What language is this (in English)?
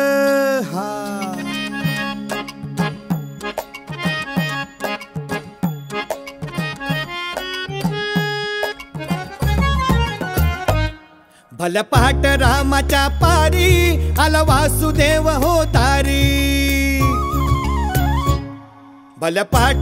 Marathi